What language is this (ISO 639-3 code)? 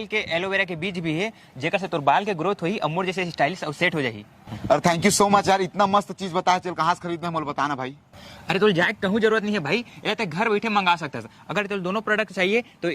hne